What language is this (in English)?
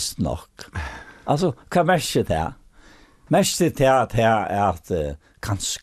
Faroese